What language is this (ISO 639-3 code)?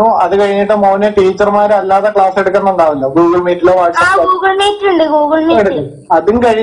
mal